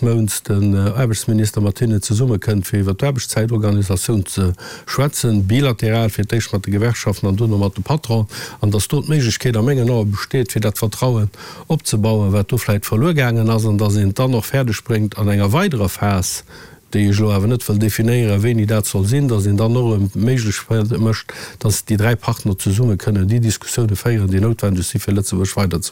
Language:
Luxembourgish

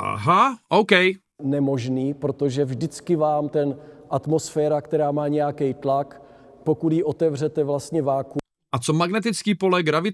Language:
Czech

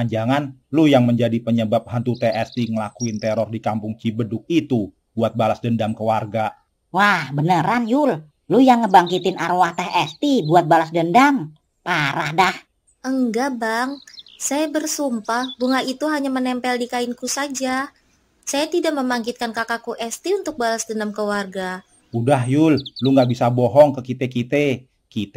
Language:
Betawi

